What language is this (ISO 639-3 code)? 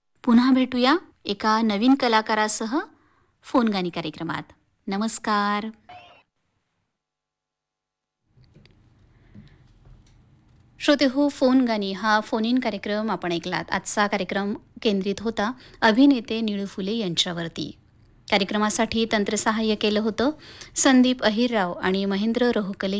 mar